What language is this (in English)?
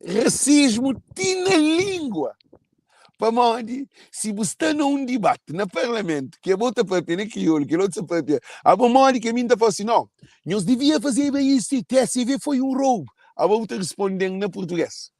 Kabuverdianu